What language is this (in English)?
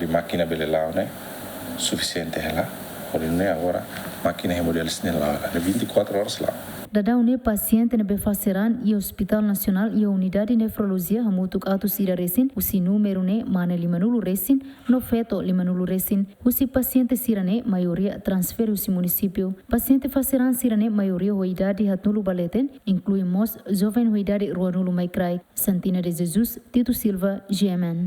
Tetum